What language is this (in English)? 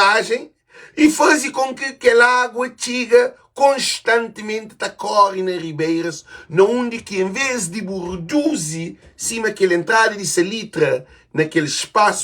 Kabuverdianu